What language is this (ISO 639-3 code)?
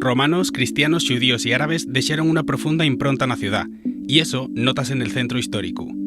ast